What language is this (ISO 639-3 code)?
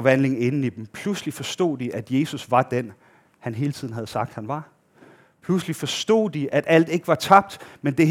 dan